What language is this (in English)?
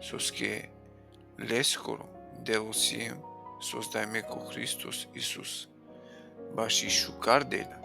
Balkan Romani